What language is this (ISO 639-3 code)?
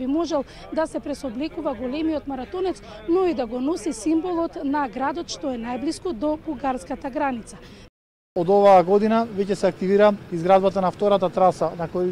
mkd